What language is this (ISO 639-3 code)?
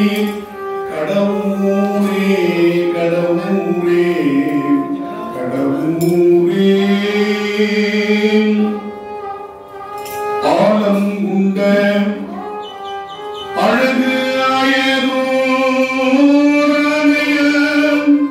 tam